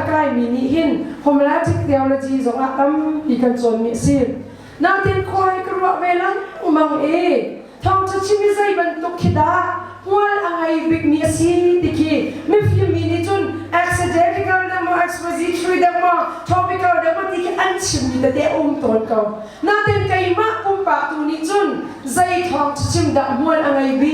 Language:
Hakha Chin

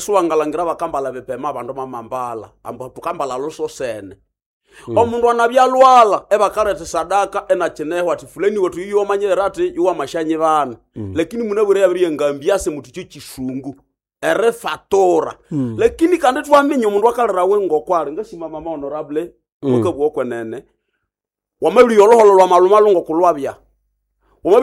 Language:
Nande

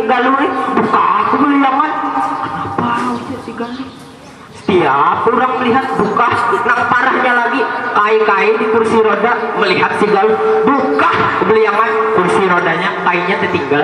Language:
Banjar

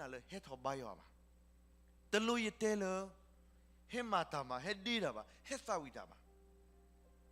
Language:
S'gaw Karen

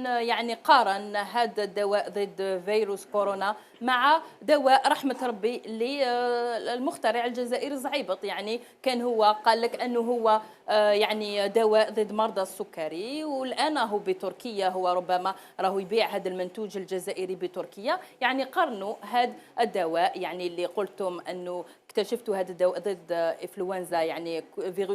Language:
Algerian Arabic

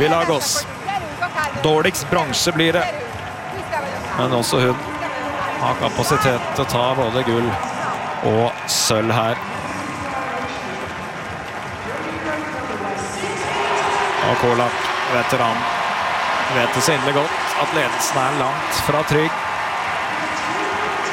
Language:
Norwegian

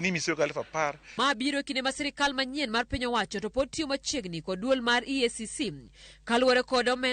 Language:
Luo (Kenya and Tanzania)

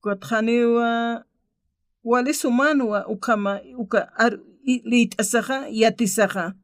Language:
Aymara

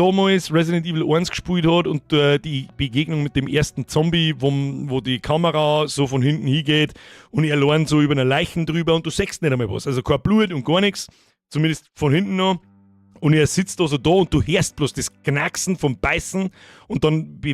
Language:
Bavarian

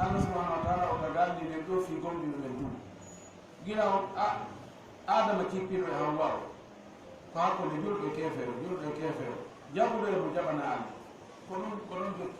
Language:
Fula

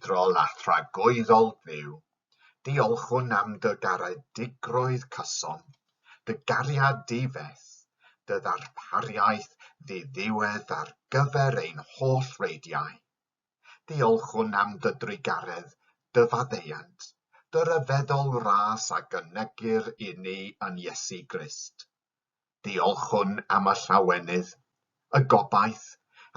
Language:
Welsh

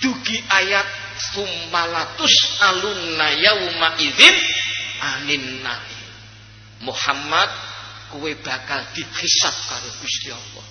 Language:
Javanese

